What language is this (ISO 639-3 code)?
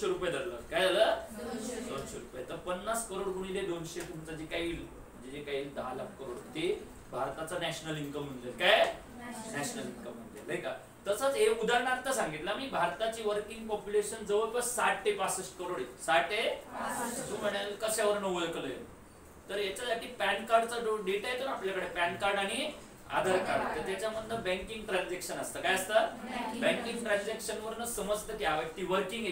mar